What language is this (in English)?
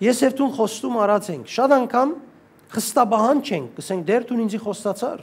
Western Armenian